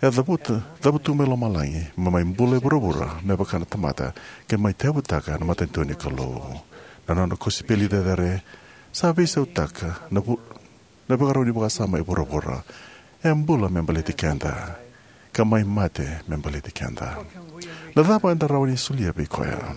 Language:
Fijian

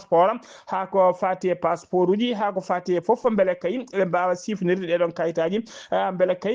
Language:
Fula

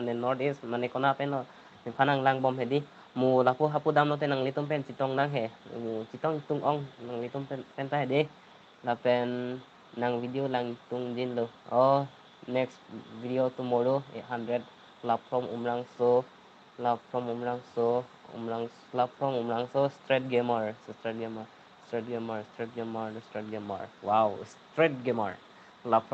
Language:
Karbi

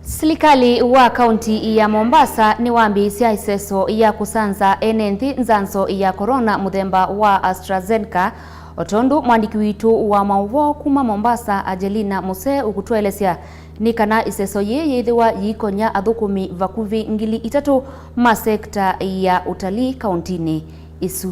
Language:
Kamba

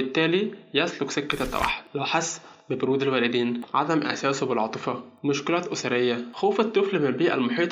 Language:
Egyptian Arabic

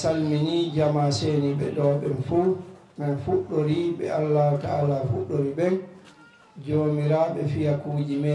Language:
Fula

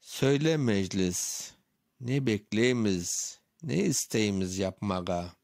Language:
Crimean Tatar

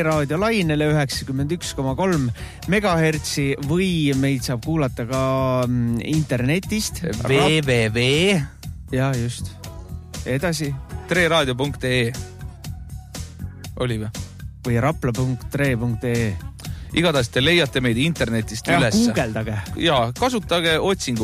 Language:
Estonian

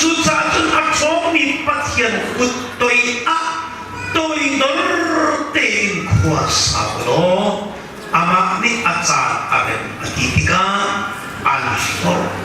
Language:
Hakha Chin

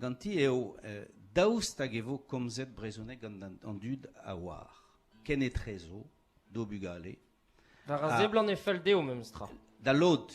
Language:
Breton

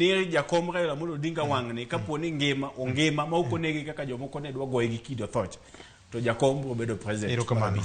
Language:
Luo (Kenya and Tanzania)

